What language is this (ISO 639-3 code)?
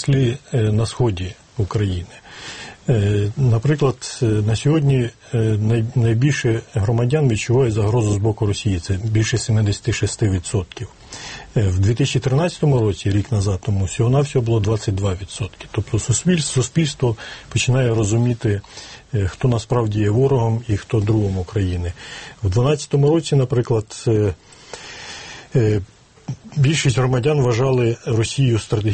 ukr